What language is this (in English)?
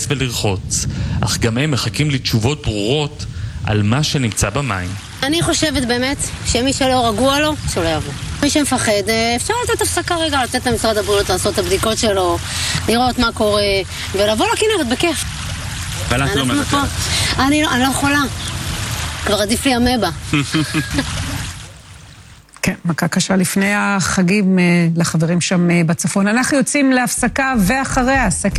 Hebrew